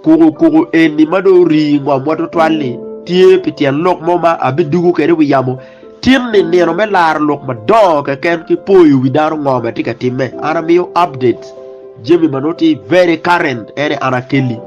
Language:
Acoli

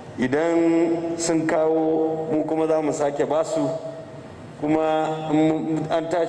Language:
Hausa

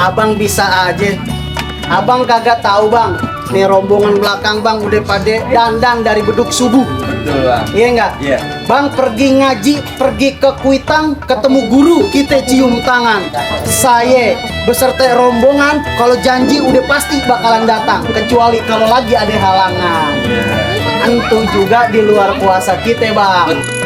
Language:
Betawi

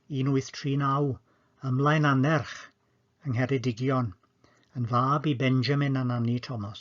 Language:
Welsh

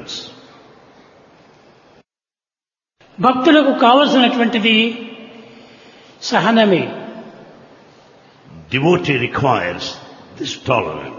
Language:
Telugu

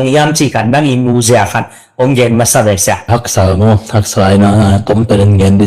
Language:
Tedim Chin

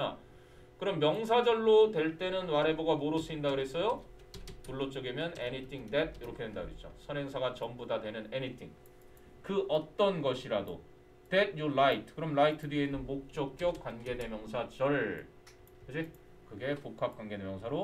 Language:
Korean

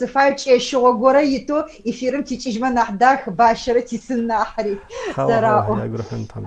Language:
Adyghe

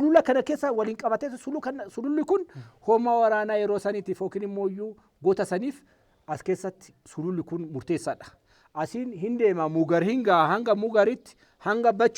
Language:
Oromo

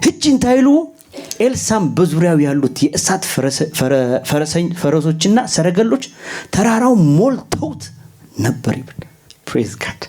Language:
Tigrinya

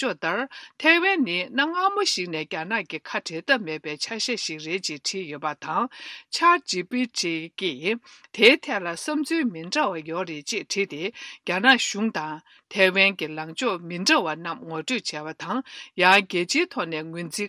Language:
Tibetan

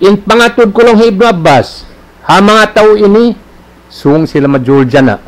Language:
Tausug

